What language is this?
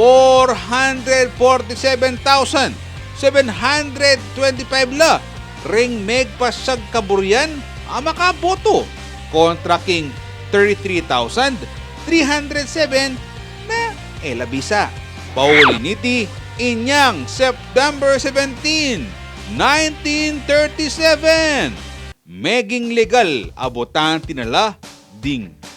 Pampanga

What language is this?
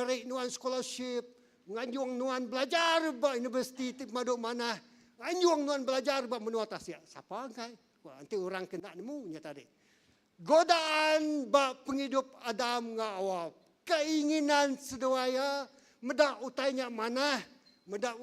Iban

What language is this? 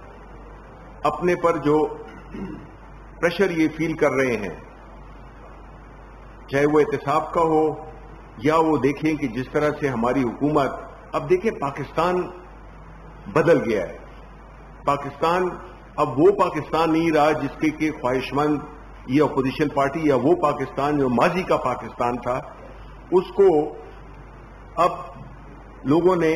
Urdu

